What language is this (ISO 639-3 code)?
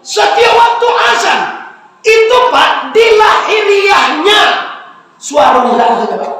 min